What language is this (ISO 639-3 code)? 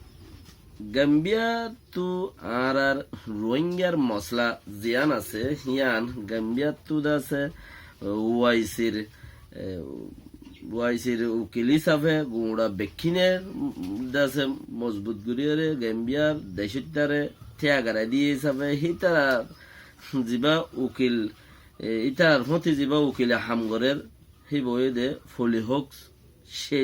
rhg